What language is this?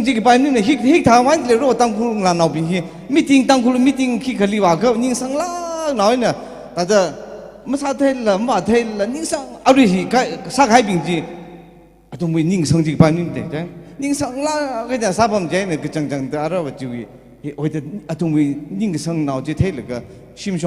Tangkhul Naga (India)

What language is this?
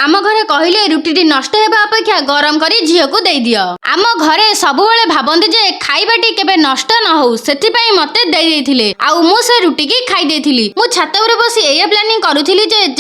Odia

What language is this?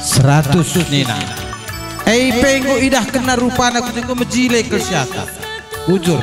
Batak Karo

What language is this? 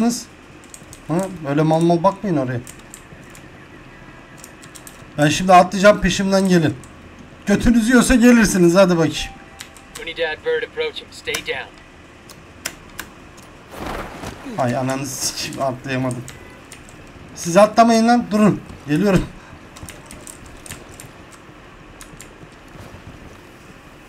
Turkish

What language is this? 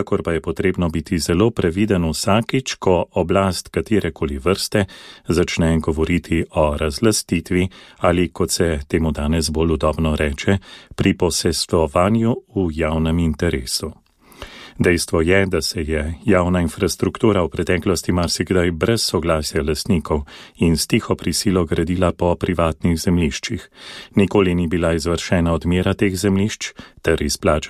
Slovenian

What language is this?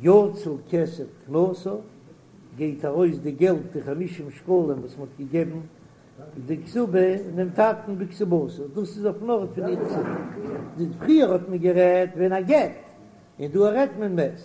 Yiddish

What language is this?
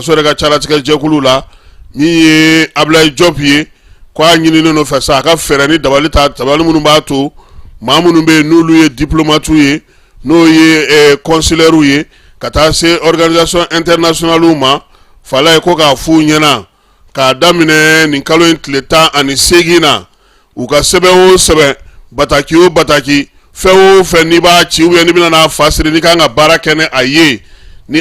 Bambara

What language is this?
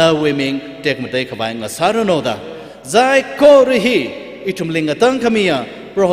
Tangkhul Naga (India)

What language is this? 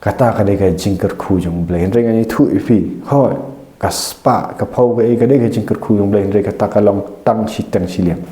Khasi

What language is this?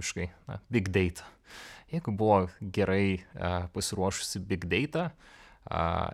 Lithuanian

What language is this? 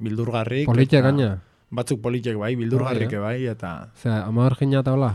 Basque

